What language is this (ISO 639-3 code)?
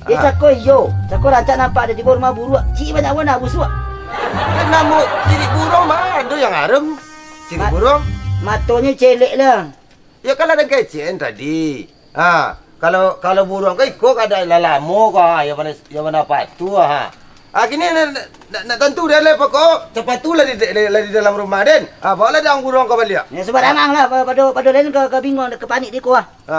min